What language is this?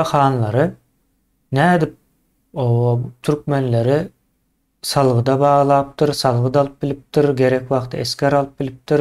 Turkmen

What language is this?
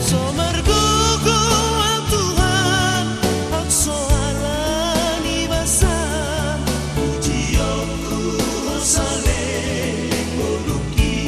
Batak Toba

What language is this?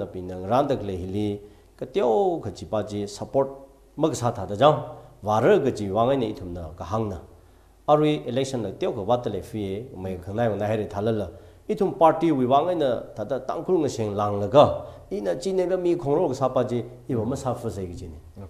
Tangkhul Naga (India)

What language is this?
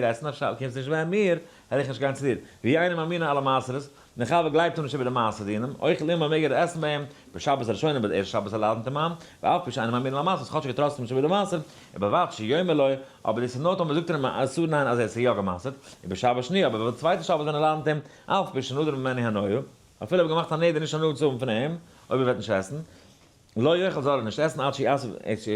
Yiddish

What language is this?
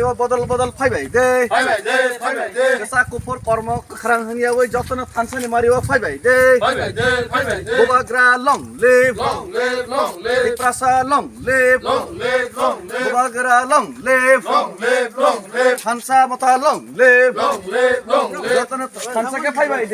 Kok Borok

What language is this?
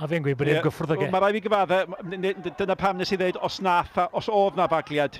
Welsh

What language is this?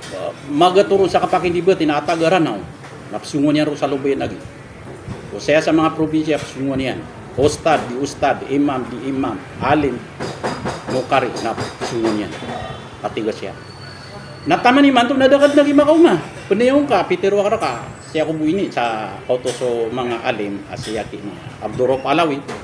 Maranao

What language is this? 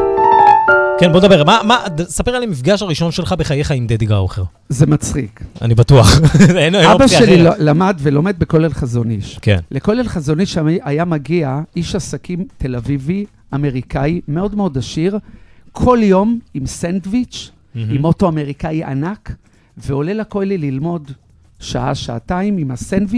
Hebrew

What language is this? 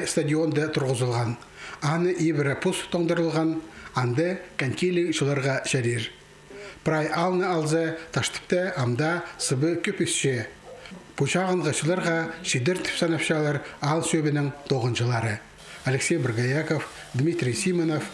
Khakas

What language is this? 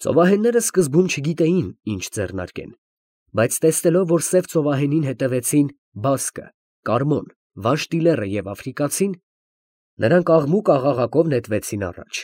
Armenian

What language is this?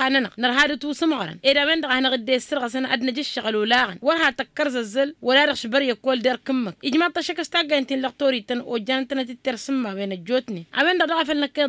Tamasheq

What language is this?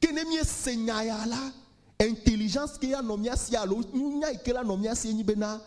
Ewe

